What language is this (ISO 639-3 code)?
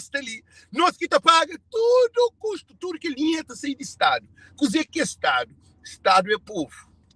kea